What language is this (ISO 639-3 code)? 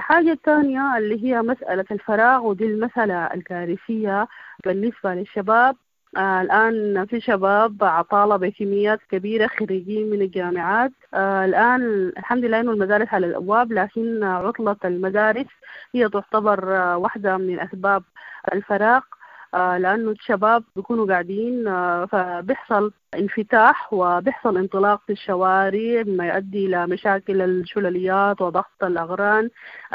apd